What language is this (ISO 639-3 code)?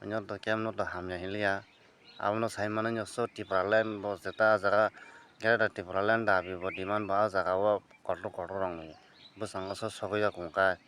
trp